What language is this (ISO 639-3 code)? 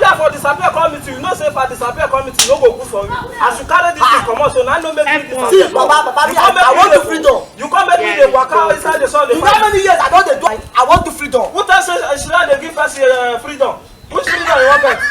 pcm